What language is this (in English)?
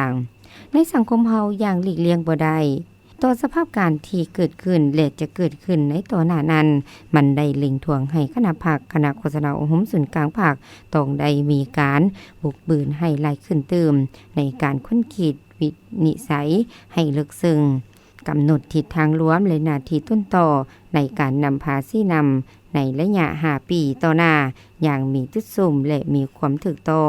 Lao